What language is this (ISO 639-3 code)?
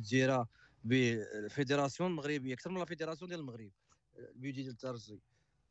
ary